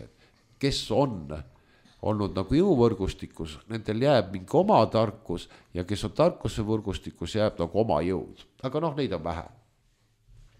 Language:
Estonian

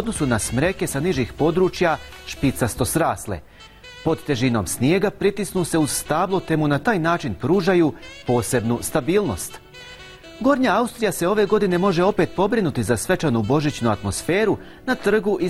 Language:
Bosnian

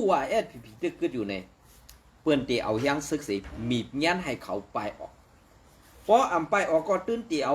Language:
Shan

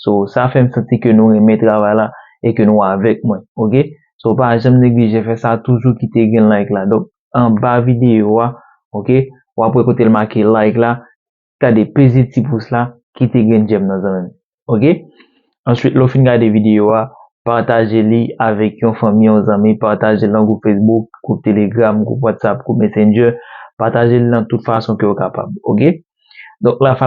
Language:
Haitian Creole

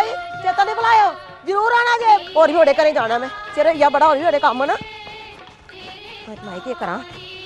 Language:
Dogri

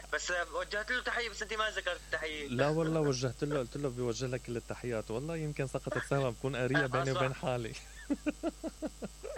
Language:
Mesopotamian Arabic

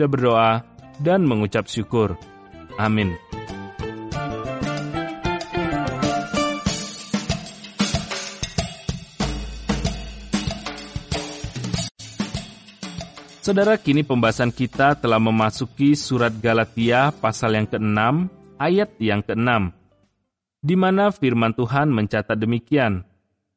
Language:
Indonesian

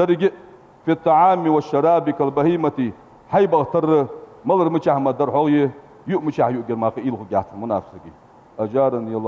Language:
Ingush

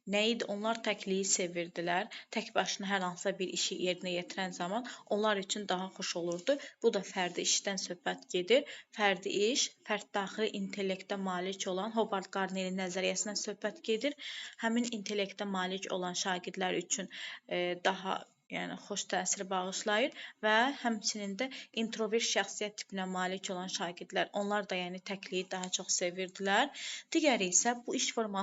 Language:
Azerbaijani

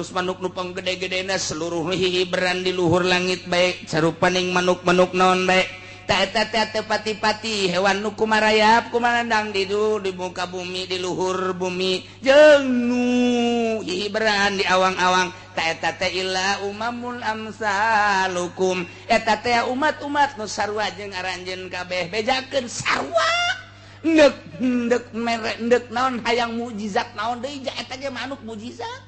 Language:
Sundanese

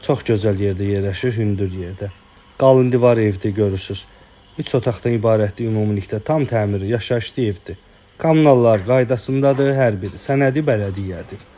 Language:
Azerbaijani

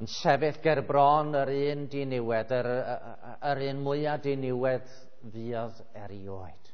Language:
Welsh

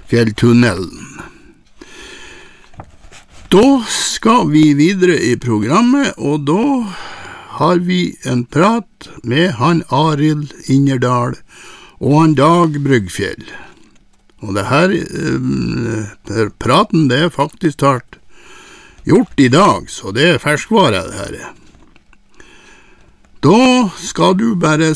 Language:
Norwegian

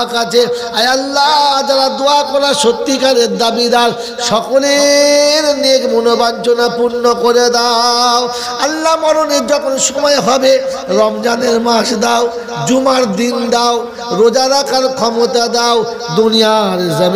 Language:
Bangla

